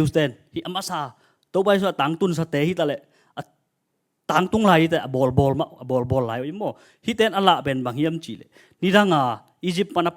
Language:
Tedim Chin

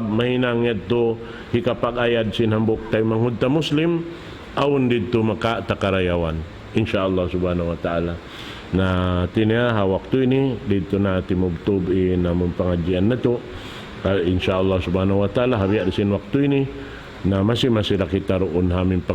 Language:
Tausug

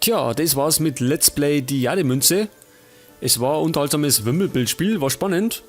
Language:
Bavarian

